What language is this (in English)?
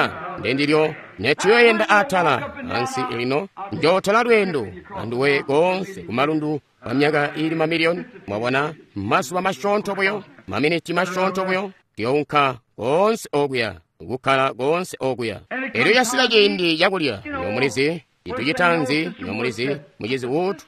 Tonga (Zambia)